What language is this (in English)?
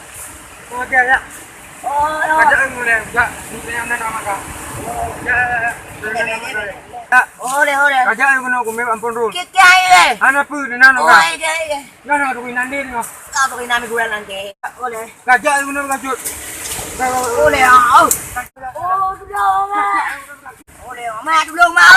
Achinese